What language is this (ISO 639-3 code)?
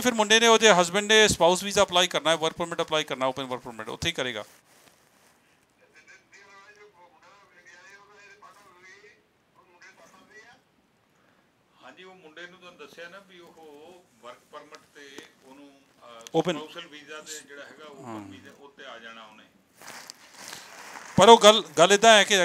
pan